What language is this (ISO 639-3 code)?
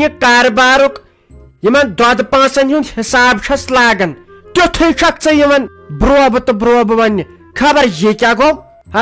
kas